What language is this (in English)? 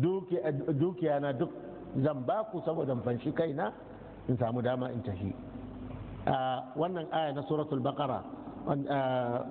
Hausa